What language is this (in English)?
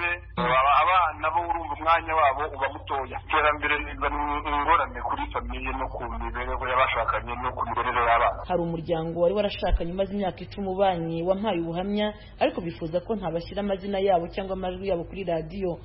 Kinyarwanda